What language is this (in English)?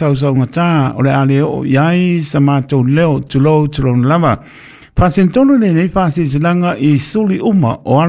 Samoan